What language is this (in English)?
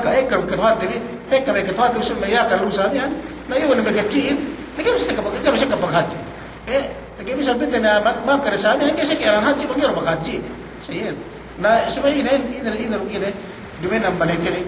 Yakan